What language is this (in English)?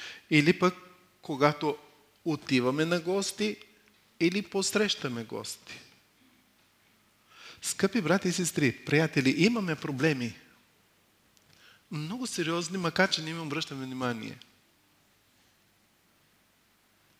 Bulgarian